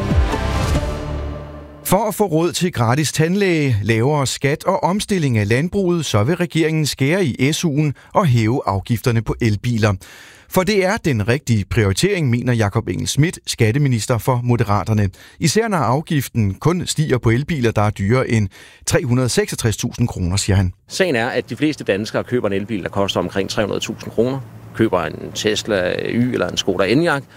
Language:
Danish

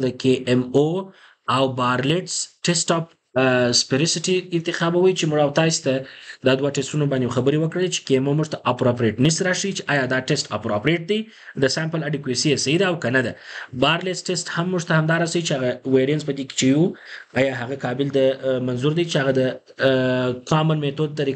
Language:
Pashto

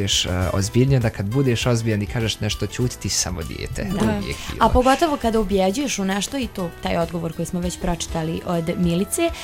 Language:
Bosnian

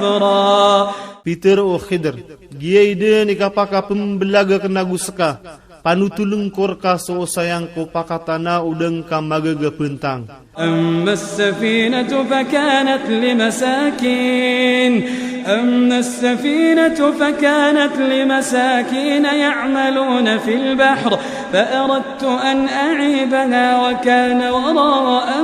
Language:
Iranun (Philippines)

